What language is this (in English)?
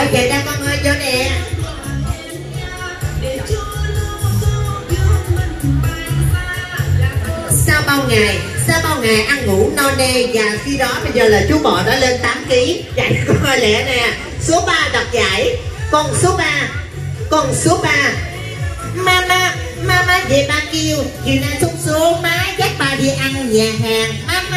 Vietnamese